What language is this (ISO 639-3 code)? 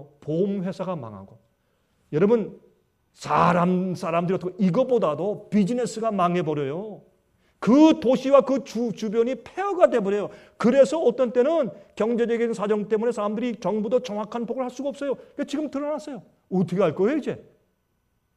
kor